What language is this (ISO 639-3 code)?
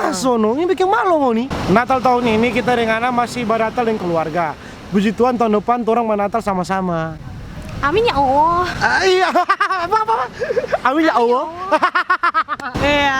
xmm